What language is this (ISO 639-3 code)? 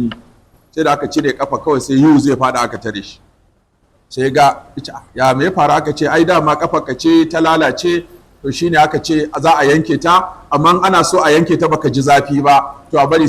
hau